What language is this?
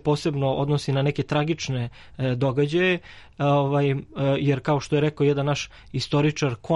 Serbian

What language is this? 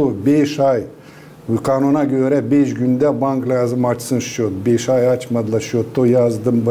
Gagauz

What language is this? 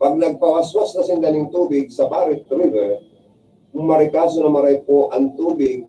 Bikol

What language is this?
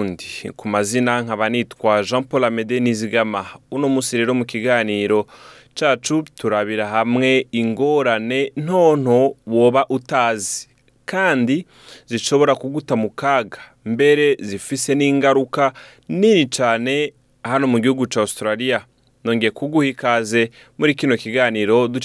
Rundi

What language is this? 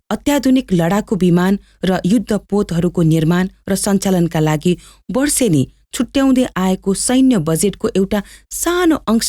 Nepali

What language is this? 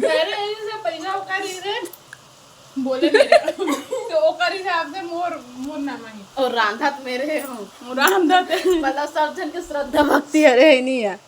Chhattisgarhi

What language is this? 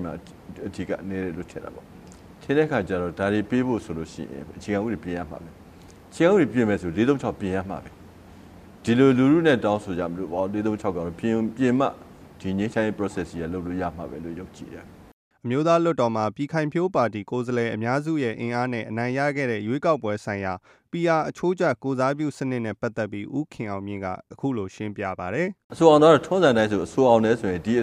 Burmese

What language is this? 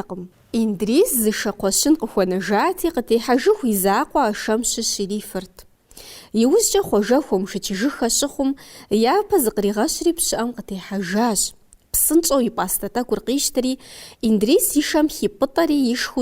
Kabardian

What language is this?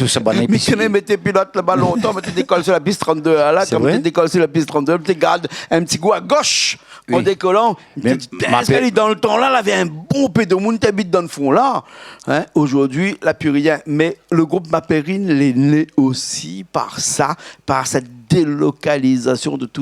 Réunion Creole French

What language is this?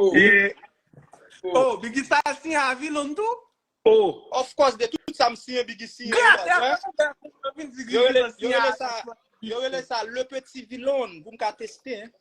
Haitian Creole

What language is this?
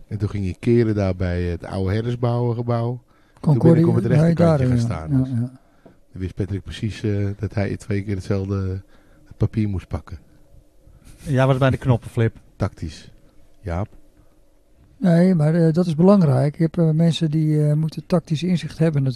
Dutch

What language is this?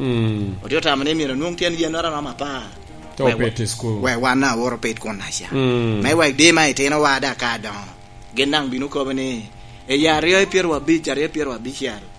Lango (Uganda)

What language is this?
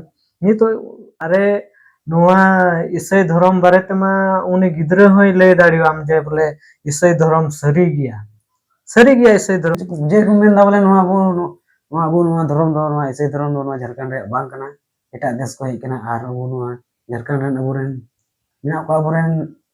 Santali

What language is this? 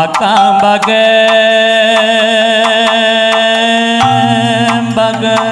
Batak Karo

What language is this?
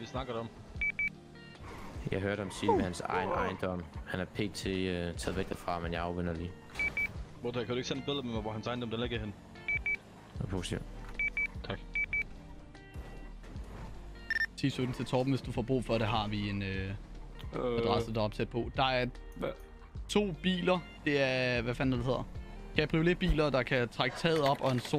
Danish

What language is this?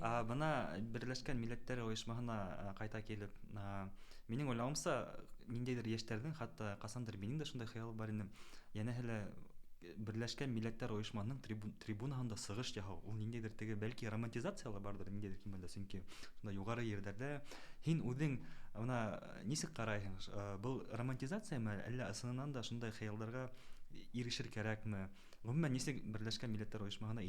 Bashkir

